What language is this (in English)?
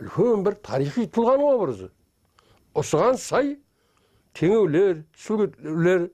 Kara-Kalpak